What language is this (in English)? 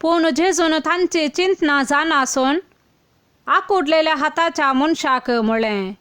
Konkani